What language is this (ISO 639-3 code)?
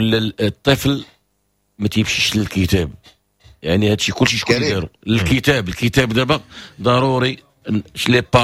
ary